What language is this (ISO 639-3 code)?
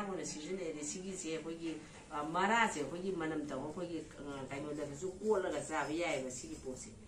mni